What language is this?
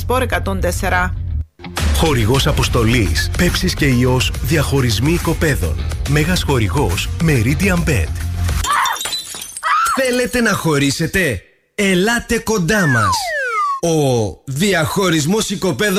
Greek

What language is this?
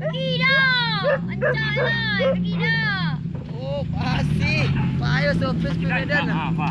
Minangkabau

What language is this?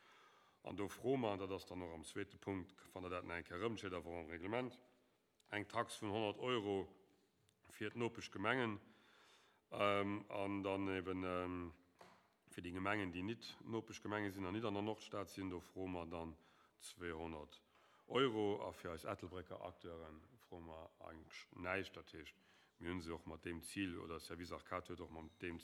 Luxembourgish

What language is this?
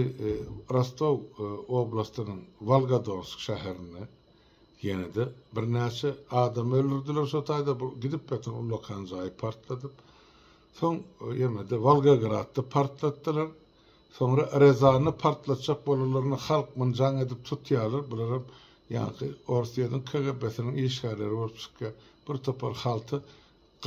Turkmen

